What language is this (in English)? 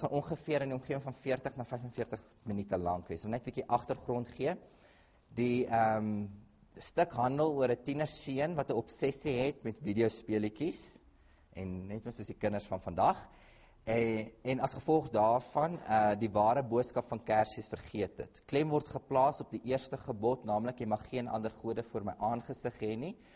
Afrikaans